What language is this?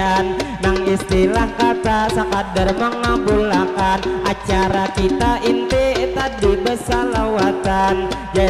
Banjar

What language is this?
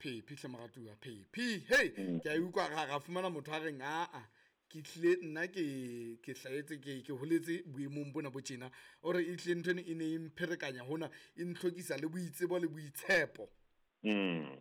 Southern Sotho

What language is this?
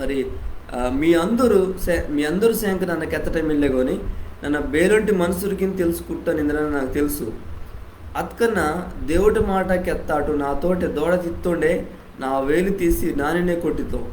Koya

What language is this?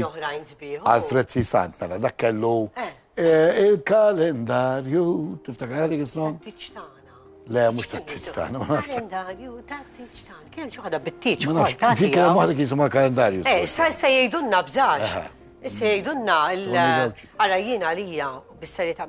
Maltese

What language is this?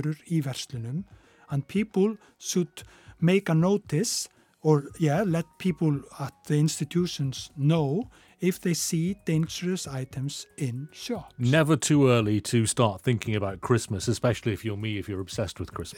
Icelandic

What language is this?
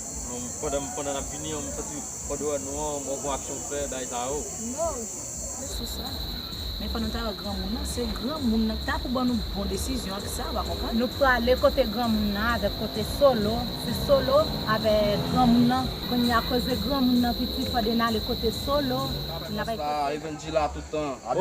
Haitian Creole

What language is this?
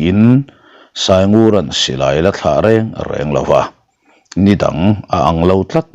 Mizo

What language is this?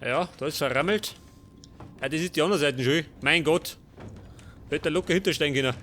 Bavarian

